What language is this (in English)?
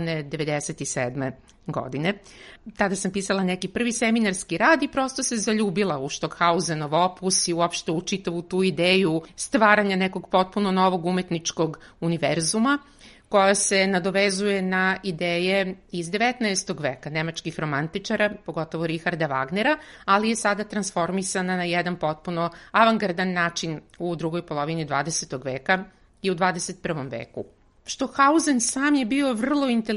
Serbian